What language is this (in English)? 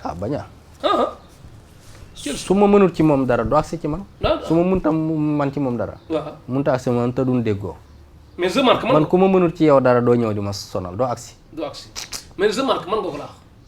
Wolof